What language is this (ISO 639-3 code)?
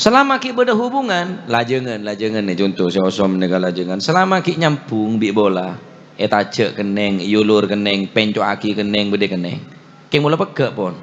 mad